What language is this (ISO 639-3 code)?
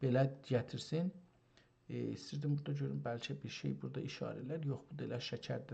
azb